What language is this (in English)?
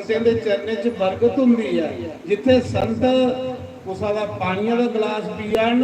Dogri